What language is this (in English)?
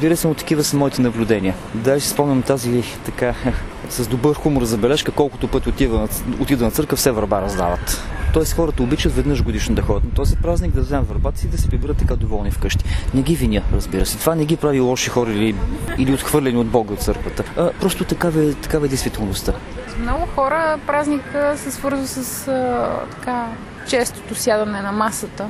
Bulgarian